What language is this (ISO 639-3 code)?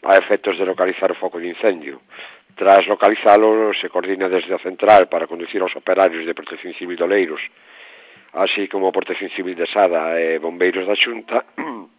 glg